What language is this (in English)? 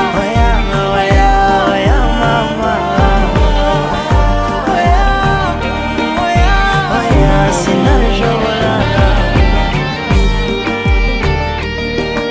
Kinyarwanda